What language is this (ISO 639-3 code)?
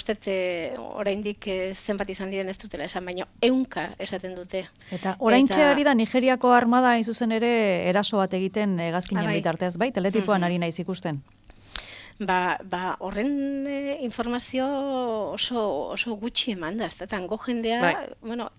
eus